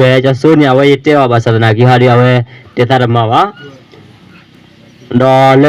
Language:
S'gaw Karen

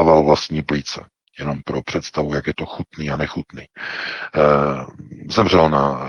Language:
Czech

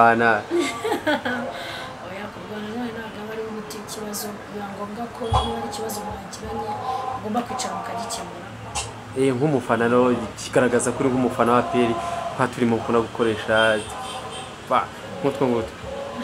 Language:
Kinyarwanda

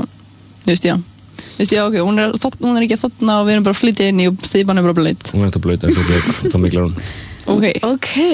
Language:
Icelandic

